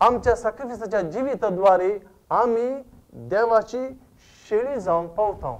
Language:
Konkani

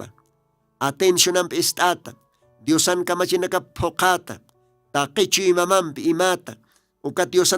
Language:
Aymara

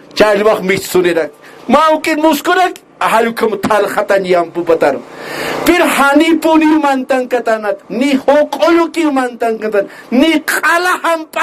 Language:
Aymara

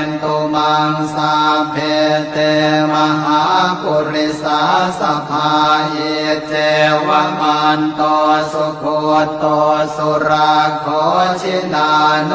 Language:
Pali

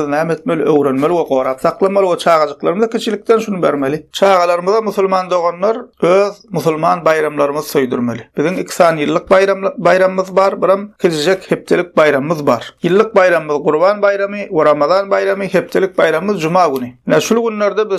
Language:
Turkmen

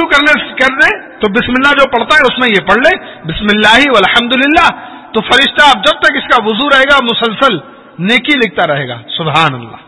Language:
Urdu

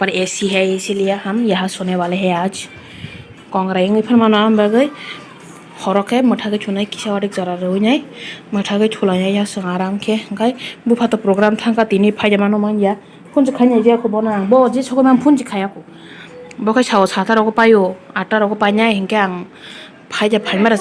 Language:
Kok Borok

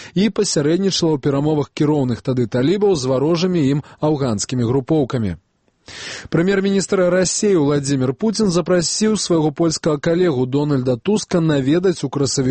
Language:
Belarusian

